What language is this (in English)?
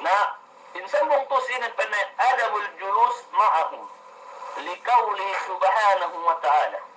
Yakan